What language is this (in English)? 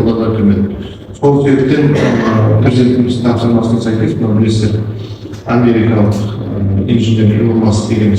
Kazakh